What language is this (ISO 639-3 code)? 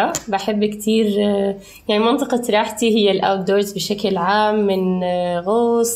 apc